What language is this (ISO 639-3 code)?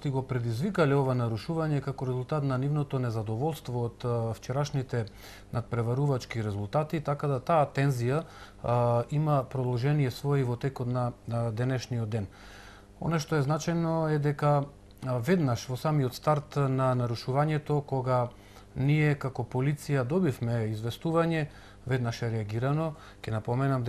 mkd